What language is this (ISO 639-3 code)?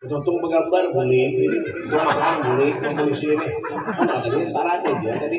bjn